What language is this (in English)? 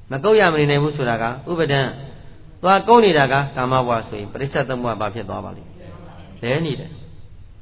Burmese